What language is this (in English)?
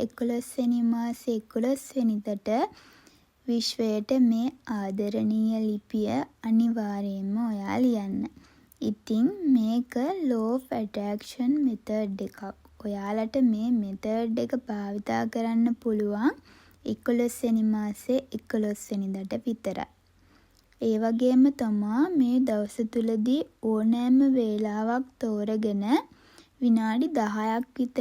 Sinhala